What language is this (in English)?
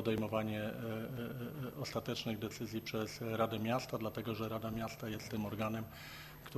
Polish